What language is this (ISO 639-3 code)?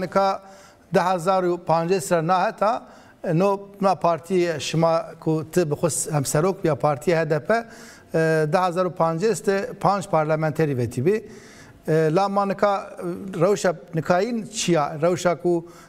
zza